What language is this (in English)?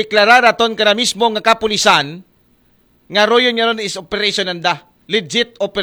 Aklanon